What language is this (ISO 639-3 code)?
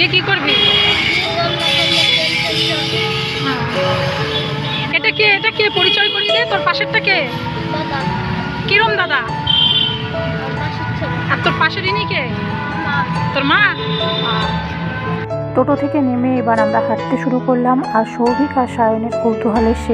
ben